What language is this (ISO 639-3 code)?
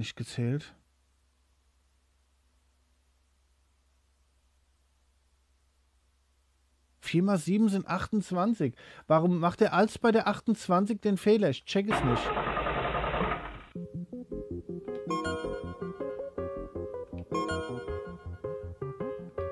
deu